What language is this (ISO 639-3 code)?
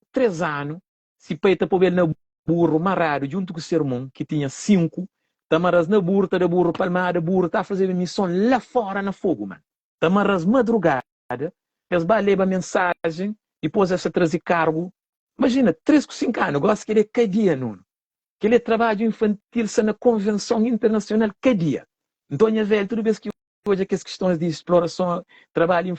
kea